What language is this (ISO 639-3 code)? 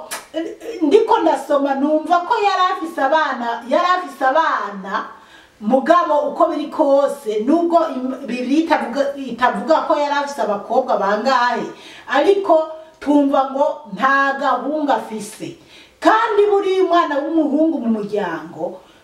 run